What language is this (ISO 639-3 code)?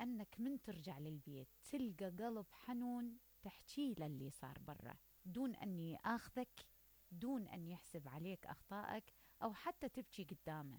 acm